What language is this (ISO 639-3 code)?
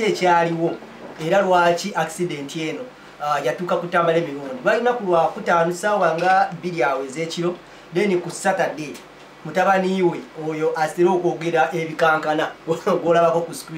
lug